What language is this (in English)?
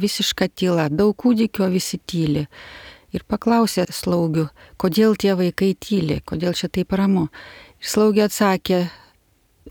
Lithuanian